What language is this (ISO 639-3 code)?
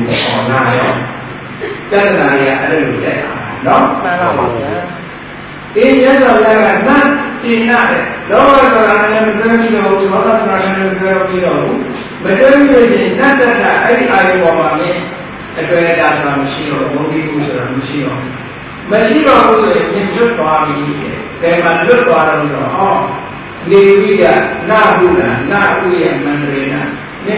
mya